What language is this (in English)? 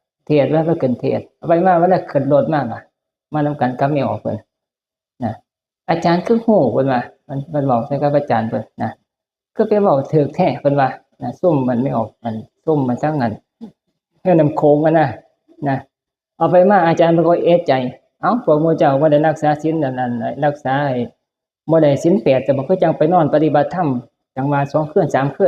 Northeastern Thai